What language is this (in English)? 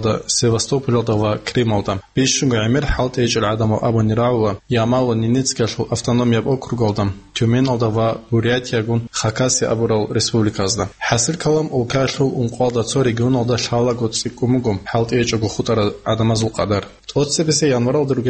Avaric